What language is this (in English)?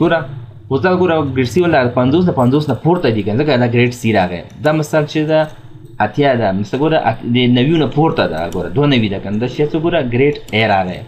Pashto